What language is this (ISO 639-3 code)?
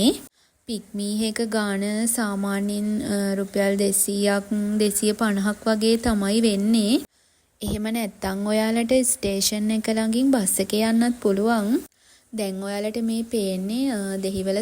sin